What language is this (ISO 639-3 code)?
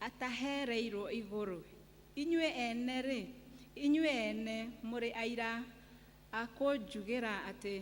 kik